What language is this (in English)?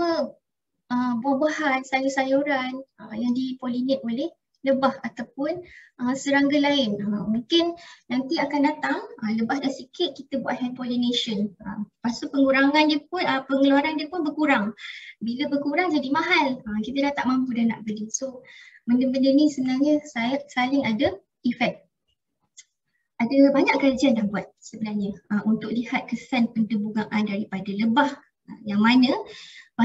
Malay